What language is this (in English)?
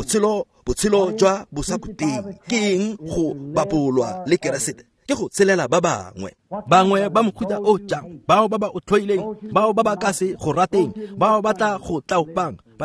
Tswana